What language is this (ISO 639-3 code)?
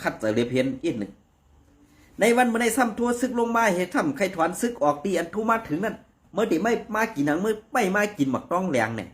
shn